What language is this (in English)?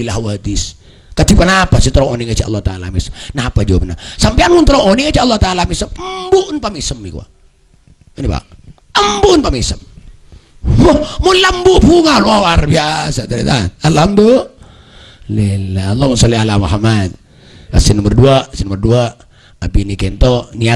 Madurese